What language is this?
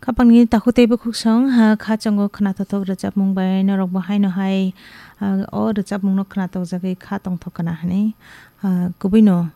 Kok Borok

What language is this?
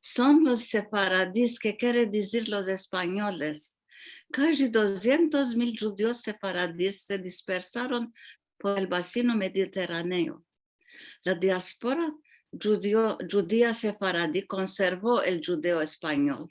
Ladino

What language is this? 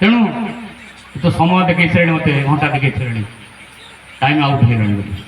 Odia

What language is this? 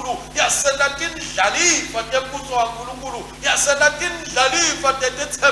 Swati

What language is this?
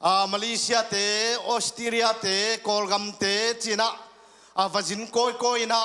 Tedim Chin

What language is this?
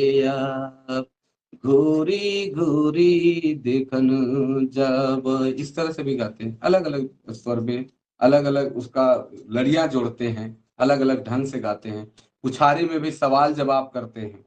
Sadri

